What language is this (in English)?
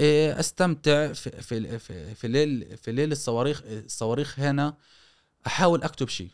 Gulf Arabic